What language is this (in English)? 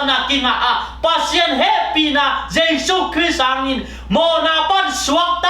Tedim Chin